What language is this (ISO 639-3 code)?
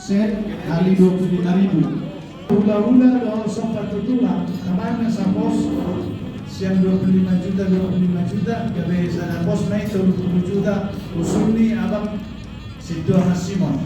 bbc